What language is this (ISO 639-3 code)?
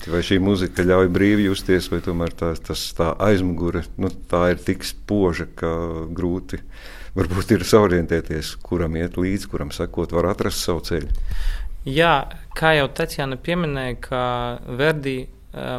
lav